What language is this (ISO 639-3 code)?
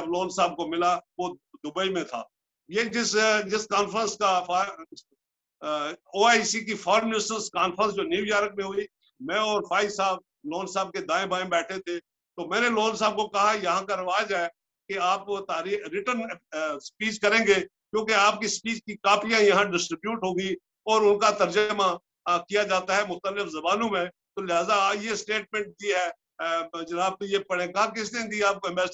urd